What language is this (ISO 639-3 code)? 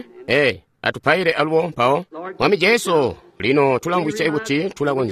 toi